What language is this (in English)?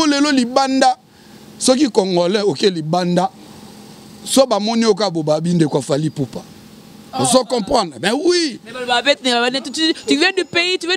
Lingala